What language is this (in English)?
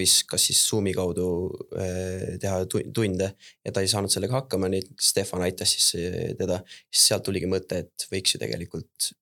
Estonian